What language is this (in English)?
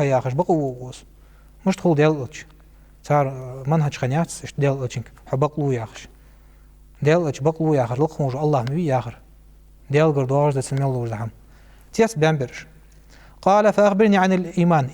Ingush